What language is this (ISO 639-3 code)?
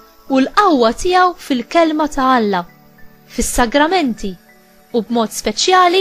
mlt